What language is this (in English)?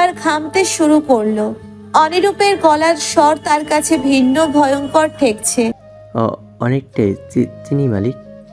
Bangla